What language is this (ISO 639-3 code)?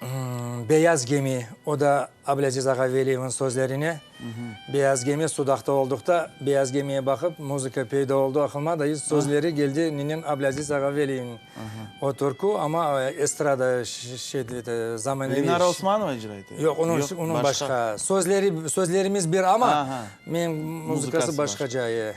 crh